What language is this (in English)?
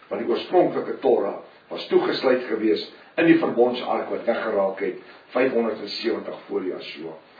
Afrikaans